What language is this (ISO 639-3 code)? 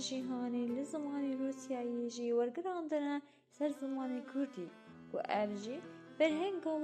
kur